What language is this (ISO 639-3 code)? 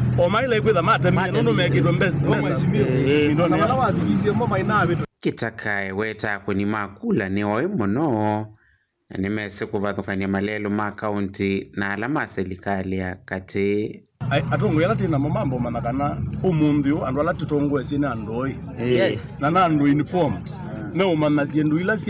kam